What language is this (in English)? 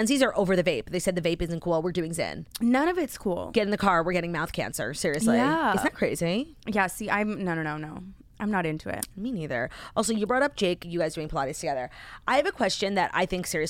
English